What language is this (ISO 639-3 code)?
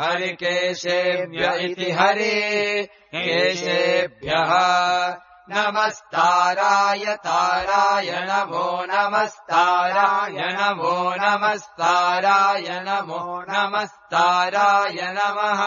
san